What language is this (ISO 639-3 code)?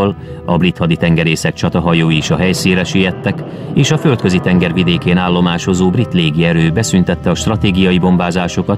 hun